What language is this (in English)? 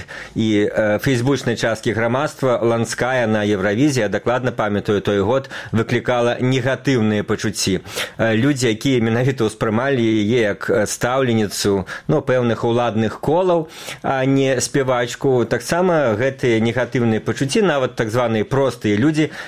Belarusian